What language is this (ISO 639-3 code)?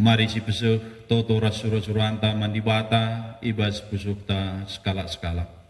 btx